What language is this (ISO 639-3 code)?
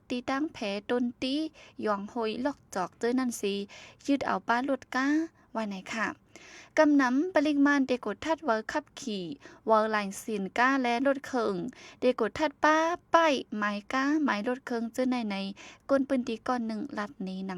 shn